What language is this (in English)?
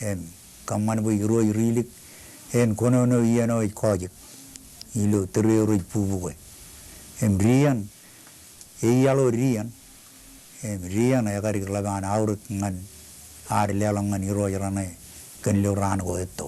Marshallese